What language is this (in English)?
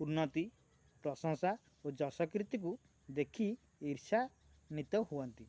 Odia